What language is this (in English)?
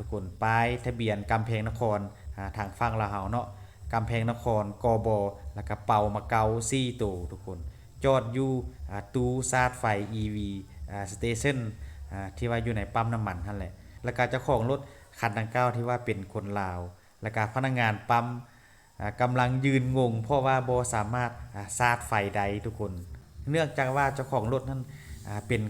Lao